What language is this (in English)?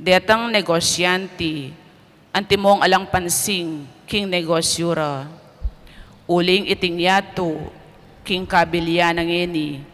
Pampanga